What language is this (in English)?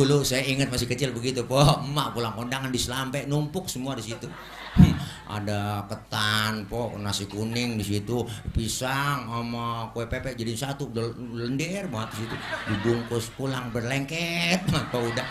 Betawi